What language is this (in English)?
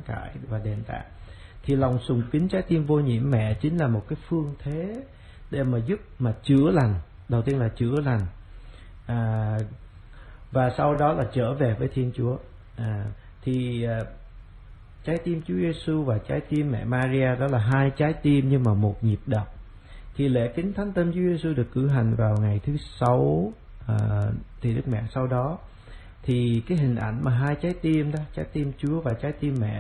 Vietnamese